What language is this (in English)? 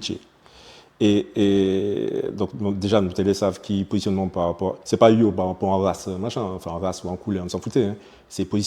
Guadeloupean Creole French